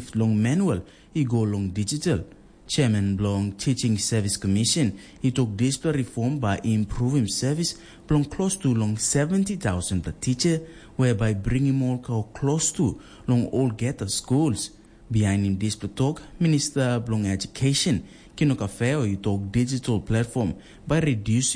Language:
Tok Pisin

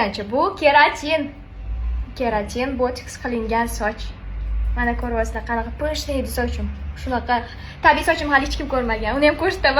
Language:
Uzbek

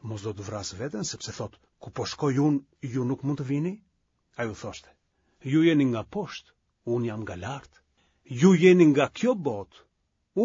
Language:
Albanian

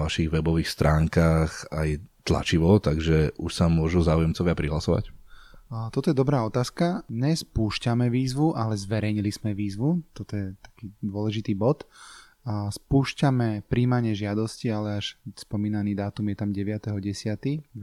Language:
Slovak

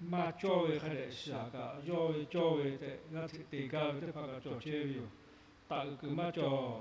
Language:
Lahu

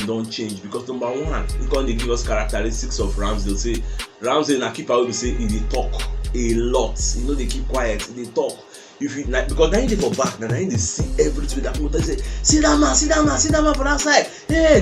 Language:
Nigerian Pidgin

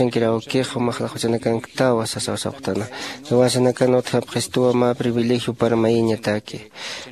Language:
Aymara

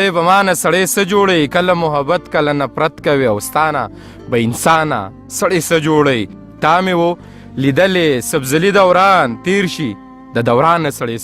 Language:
Pashto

